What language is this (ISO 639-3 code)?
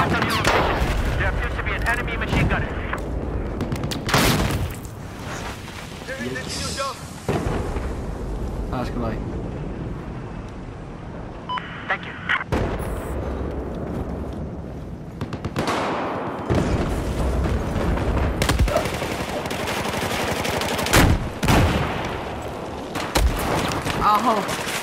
dan